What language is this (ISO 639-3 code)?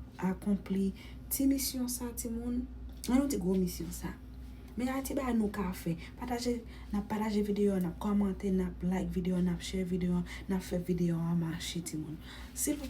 hat